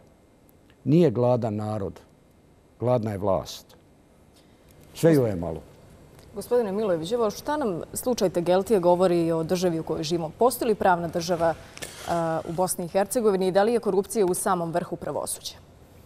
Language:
Bosnian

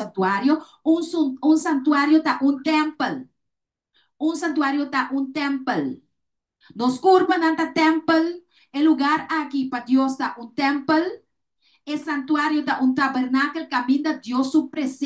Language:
Papiamento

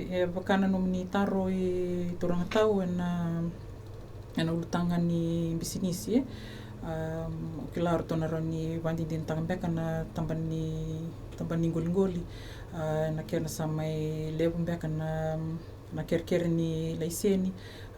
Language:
Fijian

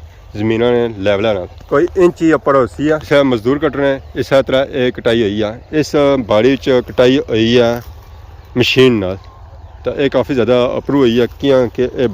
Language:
Pahari-Potwari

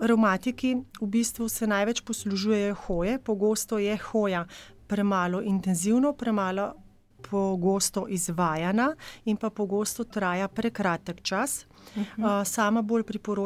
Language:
Slovenian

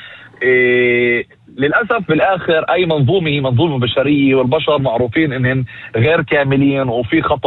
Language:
North Levantine Arabic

